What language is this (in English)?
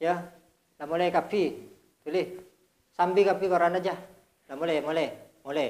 Madurese